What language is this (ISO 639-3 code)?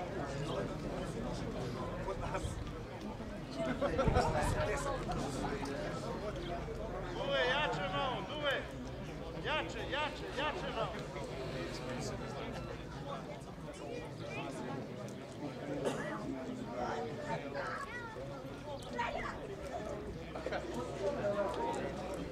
srp